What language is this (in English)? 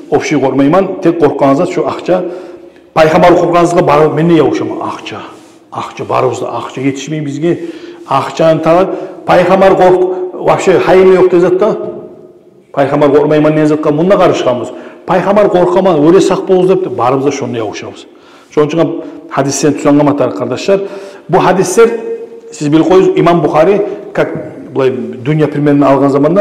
Kumyk